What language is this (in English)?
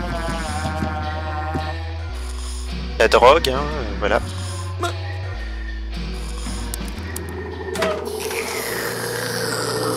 French